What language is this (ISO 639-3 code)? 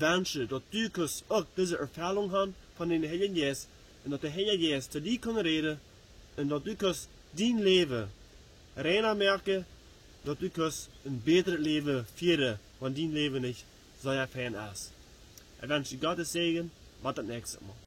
pdt